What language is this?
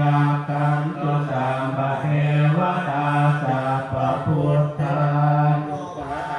Pali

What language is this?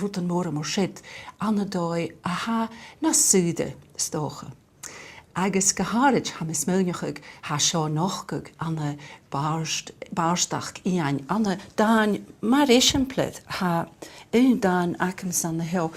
Scottish Gaelic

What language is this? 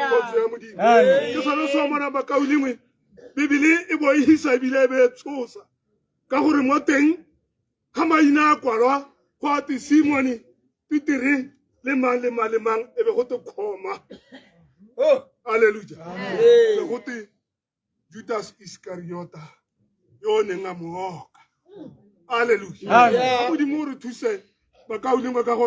Tswana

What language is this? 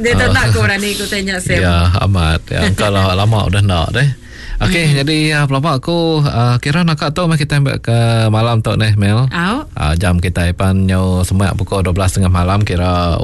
Iban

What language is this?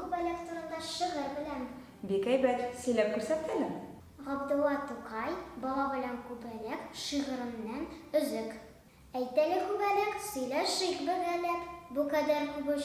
Tatar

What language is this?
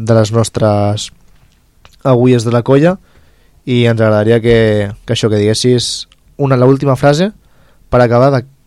Catalan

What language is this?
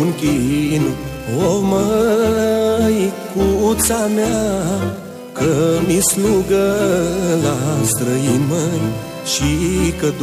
Romanian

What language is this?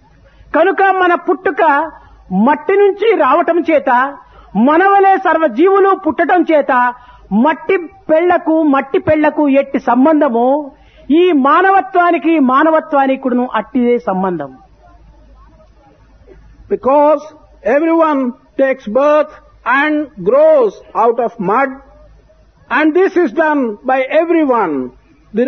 Telugu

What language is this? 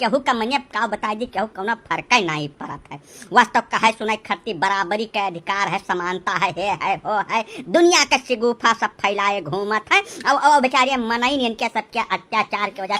Awadhi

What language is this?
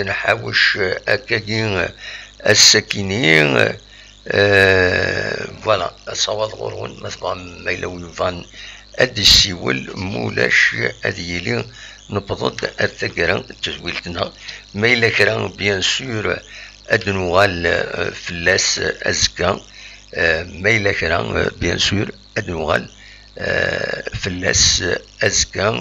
Kabyle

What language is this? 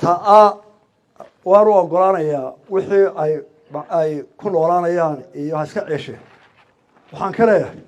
Somali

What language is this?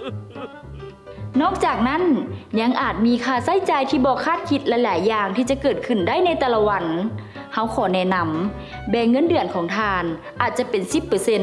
Lao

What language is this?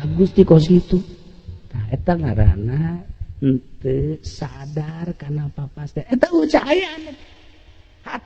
Sundanese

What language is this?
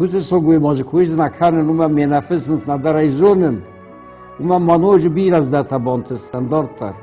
Ossetic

